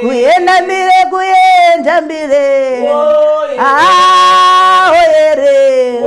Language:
Shona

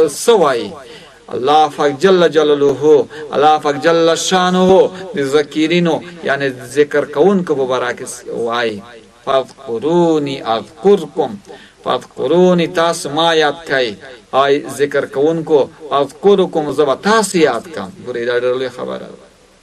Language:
Pashto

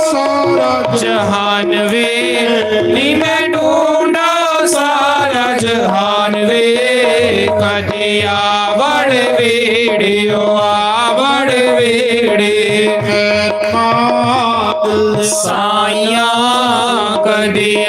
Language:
Dogri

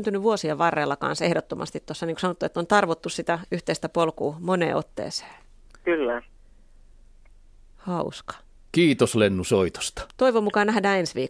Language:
Finnish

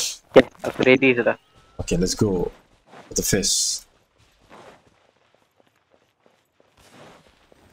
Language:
Malay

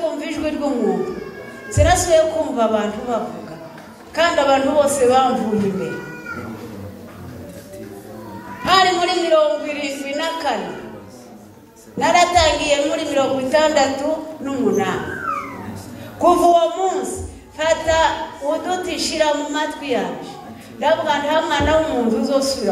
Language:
Kinyarwanda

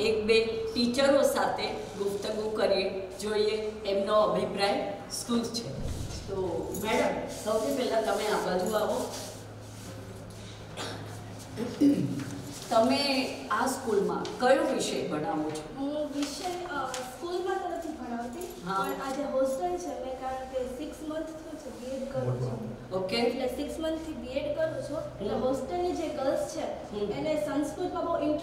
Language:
Gujarati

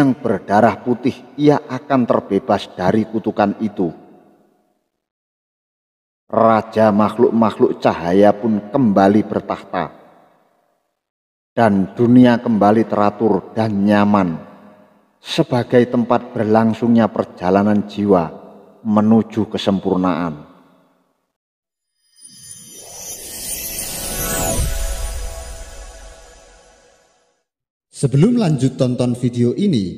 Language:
Indonesian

